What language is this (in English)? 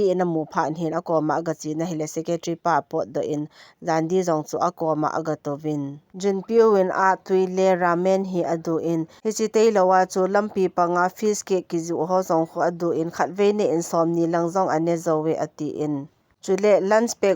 Thado Chin